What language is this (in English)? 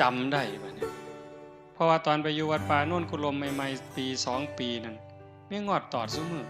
Northeastern Thai